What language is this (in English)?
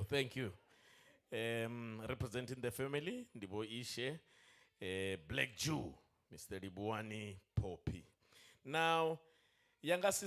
Venda